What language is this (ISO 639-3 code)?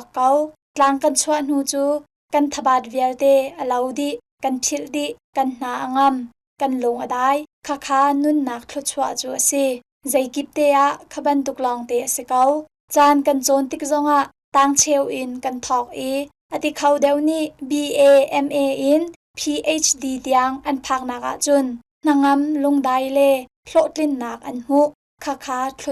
cnh